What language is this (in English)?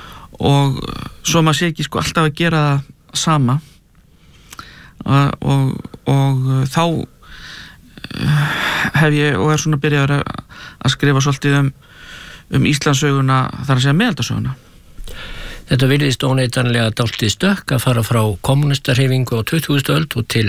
Icelandic